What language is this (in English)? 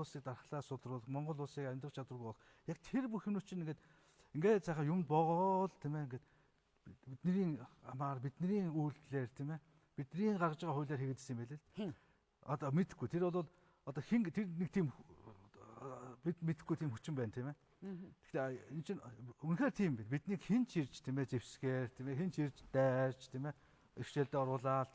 Mongolian